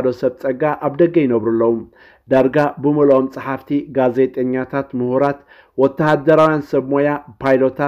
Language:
Tigrinya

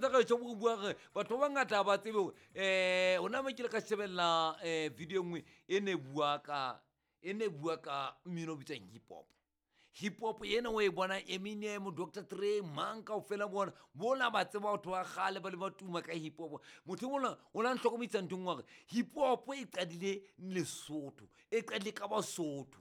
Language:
Southern Sotho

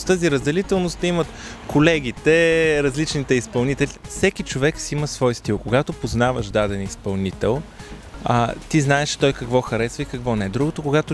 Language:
Bulgarian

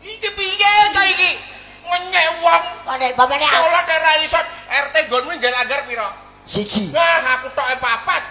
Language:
Javanese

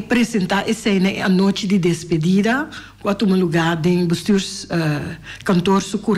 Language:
Papiamento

